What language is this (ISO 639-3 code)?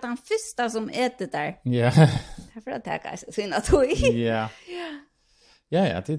fao